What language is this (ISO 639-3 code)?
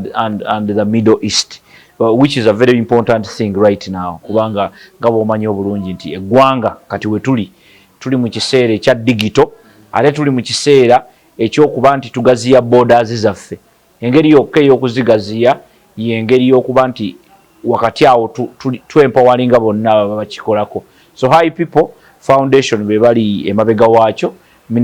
lug